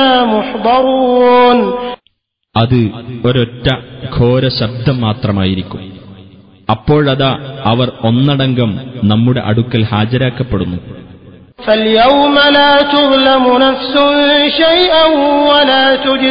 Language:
Malayalam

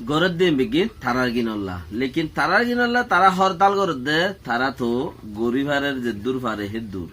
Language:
Rohingya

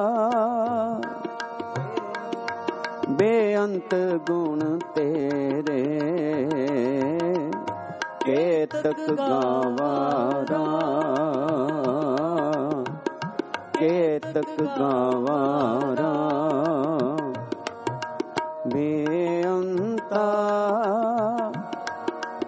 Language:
Punjabi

